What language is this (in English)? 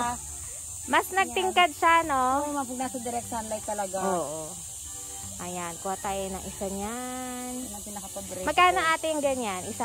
Filipino